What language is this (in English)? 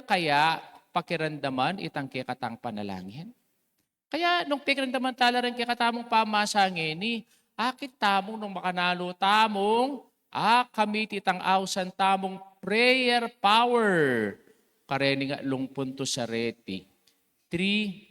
Pampanga